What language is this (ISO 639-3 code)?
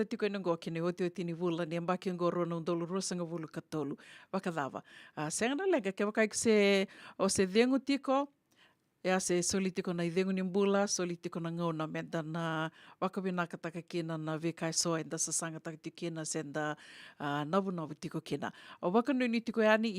fij